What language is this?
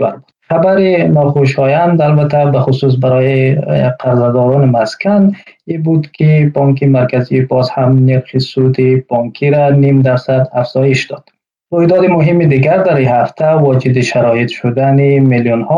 Tajik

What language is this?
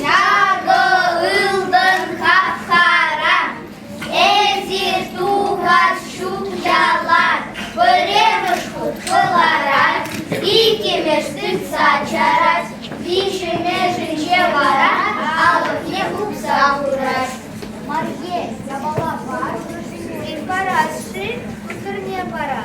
Chuvash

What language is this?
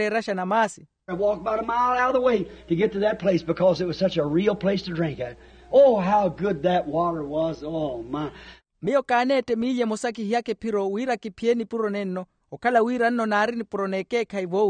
Makhuwa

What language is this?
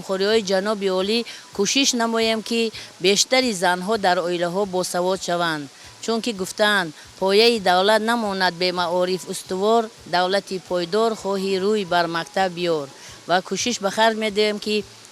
Tajik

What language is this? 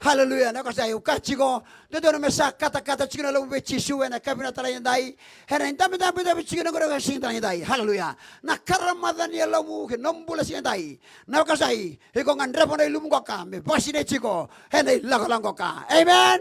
Fijian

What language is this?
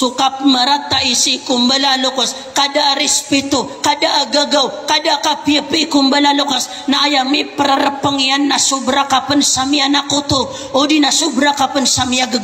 Maranao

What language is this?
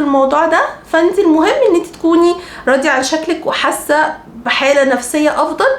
Egyptian Arabic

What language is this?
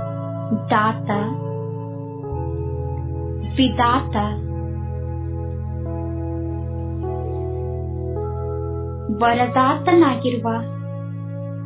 Kannada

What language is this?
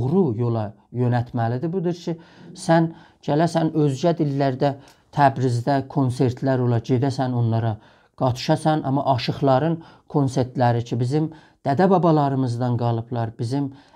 South Azerbaijani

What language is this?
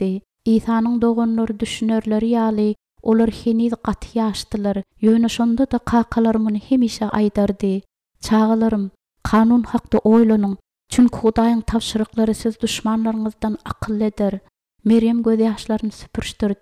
Turkmen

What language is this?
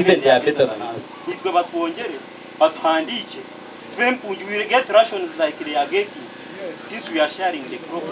Nyankole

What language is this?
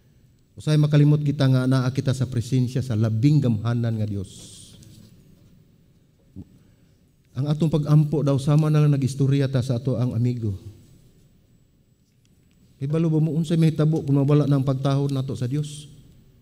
Cebuano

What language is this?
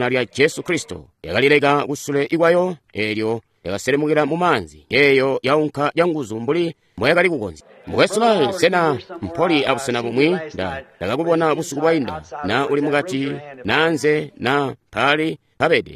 Tonga (Zambia)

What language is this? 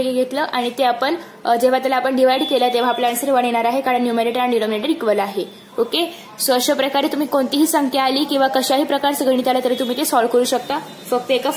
Marathi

